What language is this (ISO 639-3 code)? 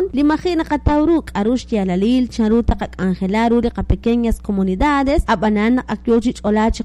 kek